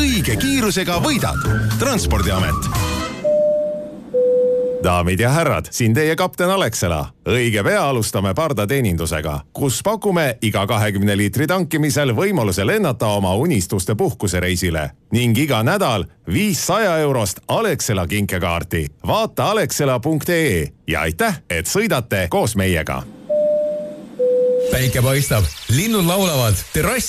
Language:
Estonian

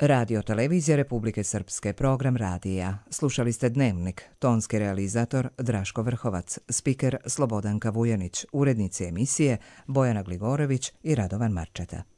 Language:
Croatian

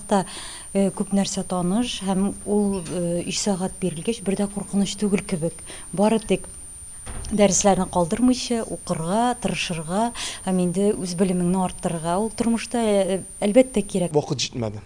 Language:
Tatar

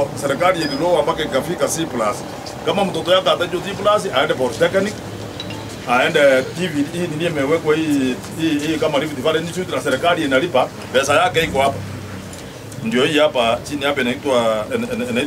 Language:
Swahili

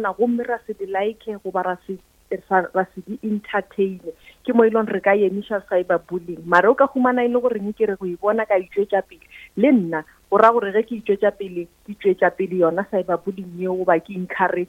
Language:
Northern Sotho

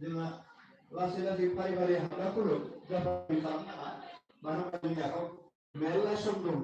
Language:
Bodo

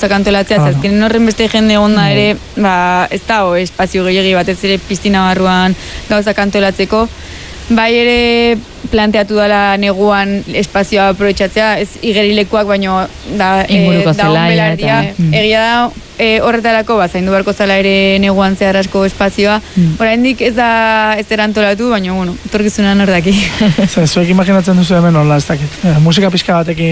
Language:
Basque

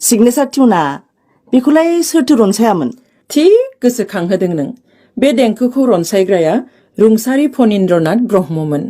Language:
Bodo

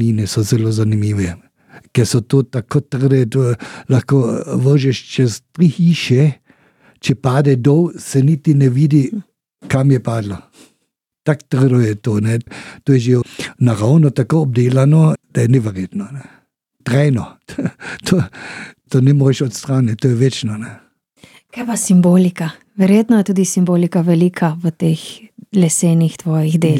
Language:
Slovenian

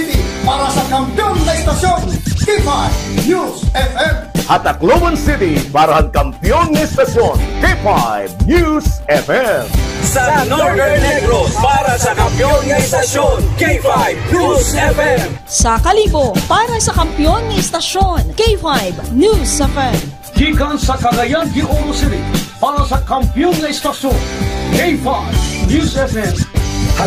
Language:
Hiligaynon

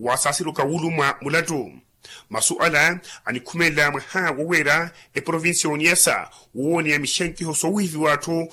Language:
Makhuwa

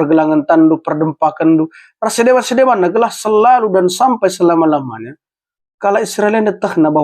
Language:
Batak Karo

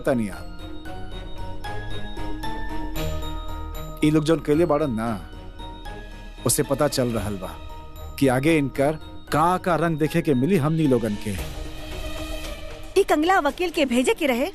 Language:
Bhojpuri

